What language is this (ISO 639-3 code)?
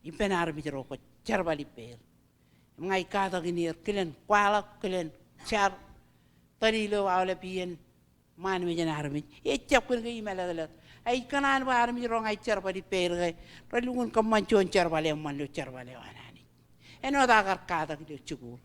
mah